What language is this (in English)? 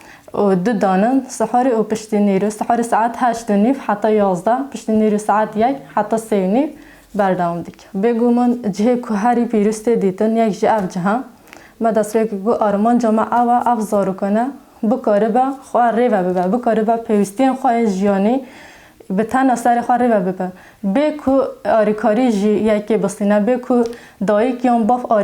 Kurdish